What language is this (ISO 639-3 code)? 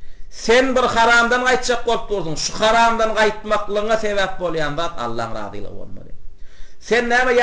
tuk